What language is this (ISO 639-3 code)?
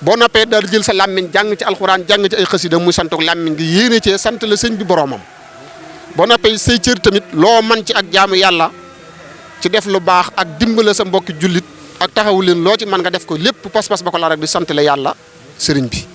wol